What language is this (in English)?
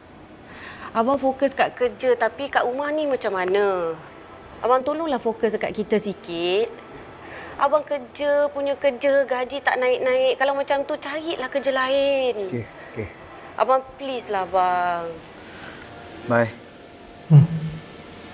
Malay